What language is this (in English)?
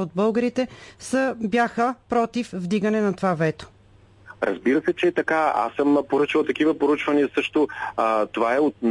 Bulgarian